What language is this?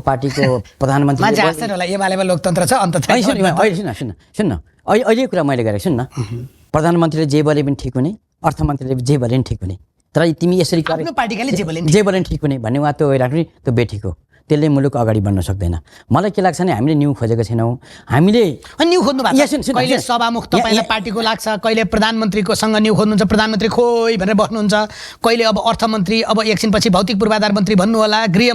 Nepali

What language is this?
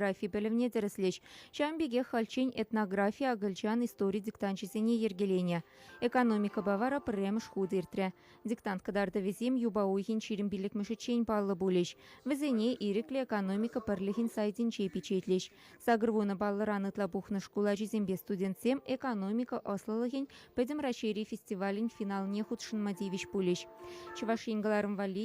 Chuvash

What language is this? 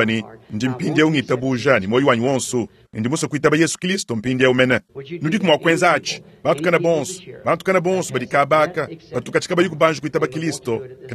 Luba-Lulua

